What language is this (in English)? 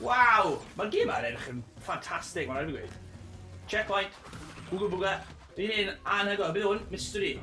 Welsh